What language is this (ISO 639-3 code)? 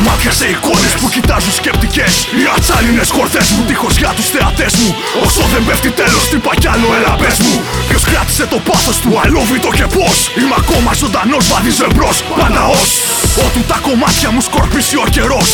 ell